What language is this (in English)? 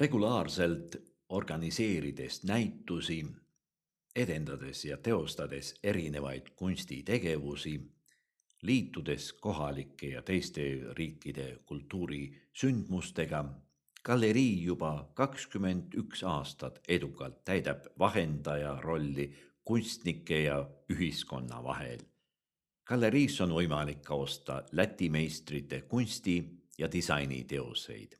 Estonian